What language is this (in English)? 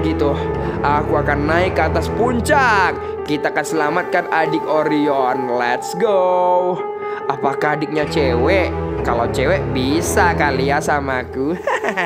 Indonesian